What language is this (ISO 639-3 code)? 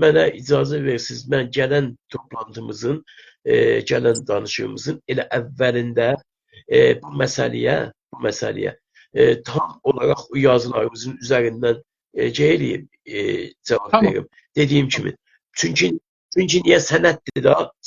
azb